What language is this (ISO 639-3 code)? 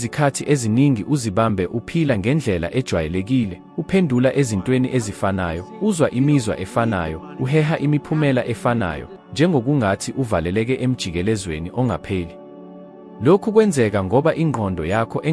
zul